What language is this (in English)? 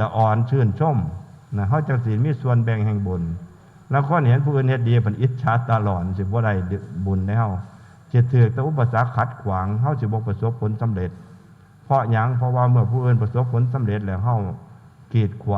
Northeastern Thai